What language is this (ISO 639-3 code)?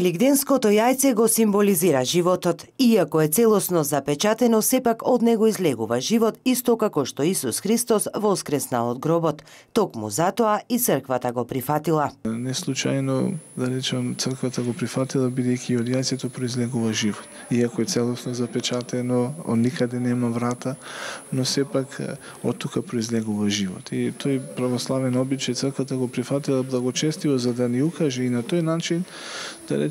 mkd